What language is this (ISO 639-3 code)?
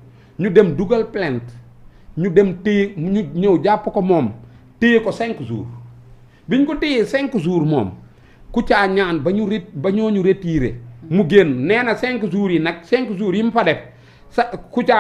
wol